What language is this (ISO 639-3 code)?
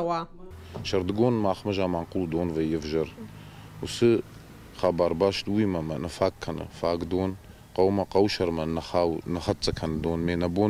oss